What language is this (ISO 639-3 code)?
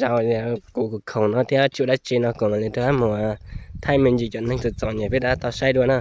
hmn